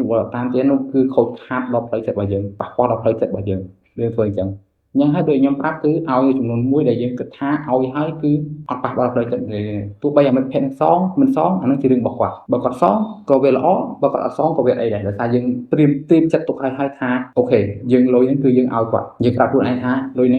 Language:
Khmer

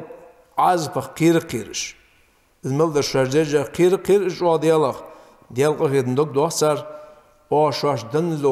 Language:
Ingush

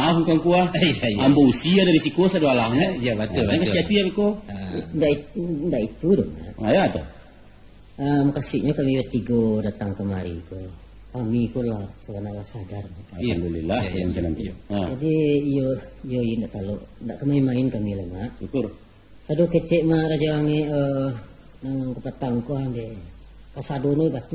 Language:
Minangkabau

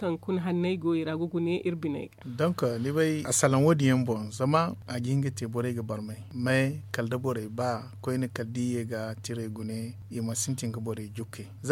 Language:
Zarma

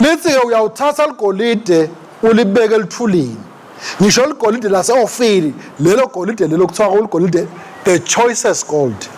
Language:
Swati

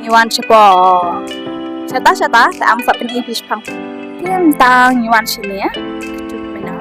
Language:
Khasi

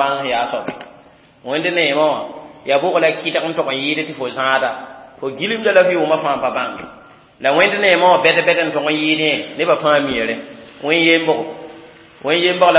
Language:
Mossi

